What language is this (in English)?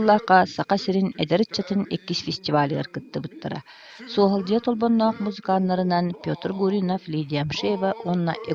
Yakut